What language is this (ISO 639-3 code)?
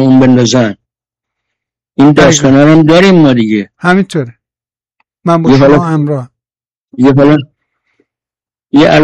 fas